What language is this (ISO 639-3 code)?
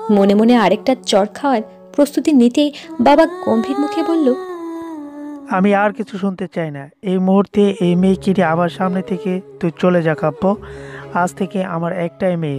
ben